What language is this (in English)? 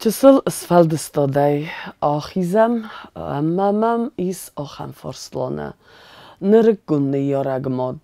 Ossetic